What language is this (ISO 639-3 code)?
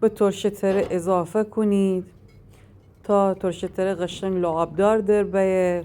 glk